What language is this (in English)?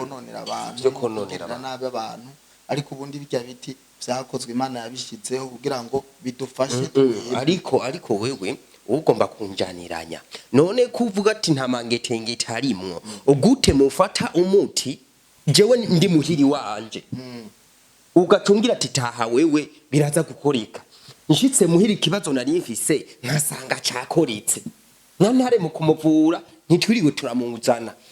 Rundi